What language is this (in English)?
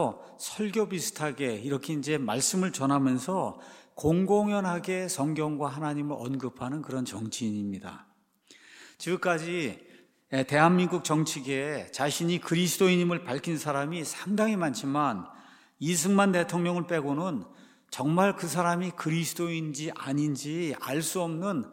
Korean